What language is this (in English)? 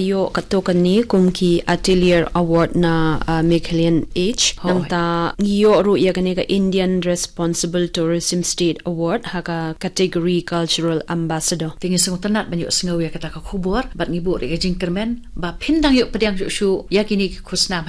Khasi